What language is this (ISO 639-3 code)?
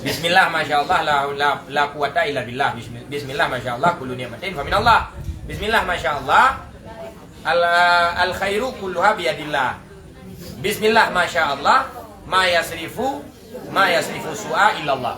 ace